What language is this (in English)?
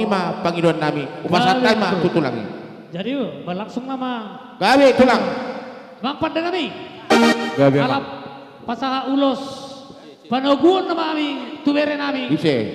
Batak Karo